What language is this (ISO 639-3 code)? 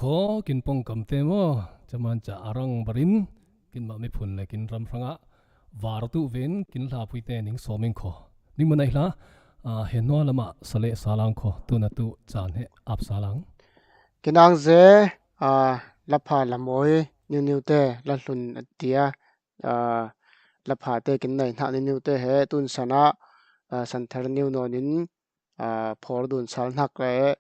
cfm